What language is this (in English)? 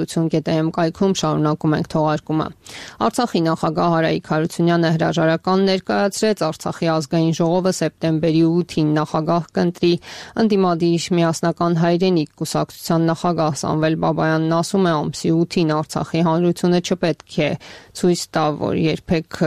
Armenian